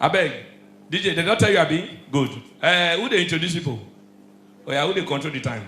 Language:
Nigerian Pidgin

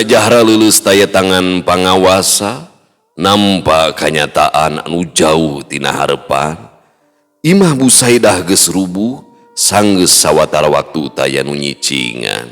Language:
Sundanese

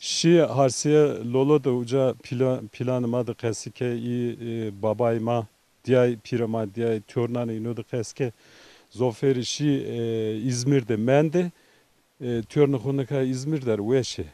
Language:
Zaza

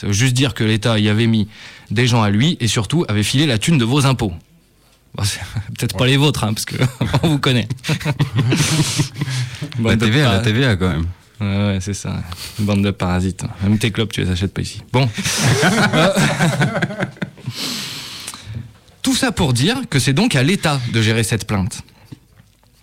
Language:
French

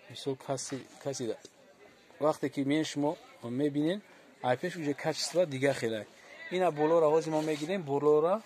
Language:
Tajik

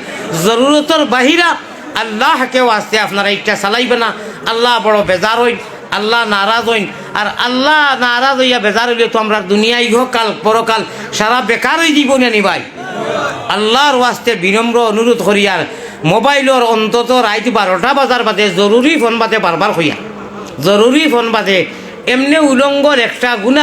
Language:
Sylheti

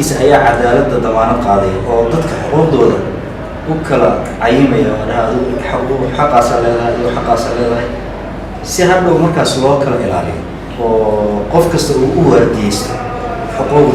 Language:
Somali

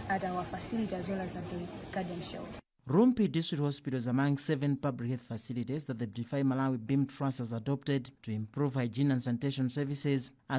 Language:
English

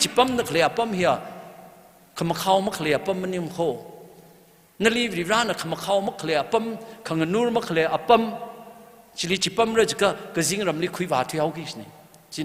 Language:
Tangkhul Naga (India)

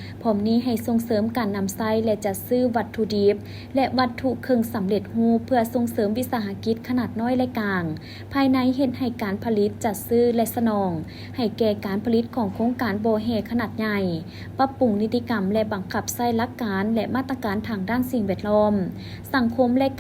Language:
Lao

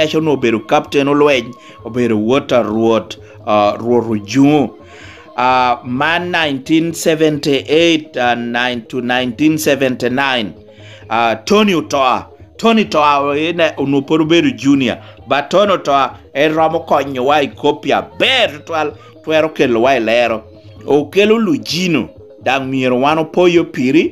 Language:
Lango (Uganda)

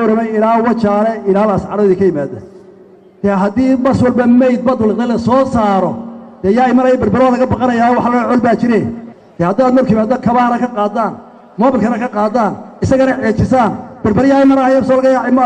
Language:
Somali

